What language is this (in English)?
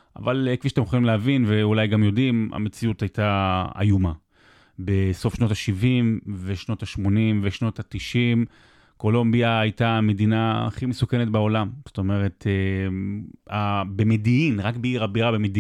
Hebrew